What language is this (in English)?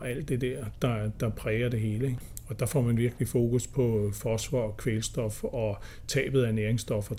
Danish